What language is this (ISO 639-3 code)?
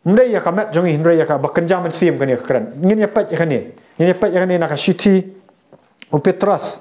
kha